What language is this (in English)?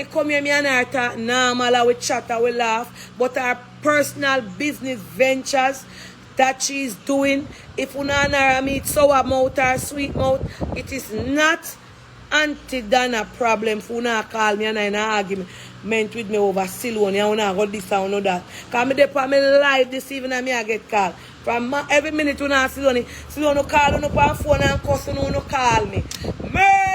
Jamaican Creole English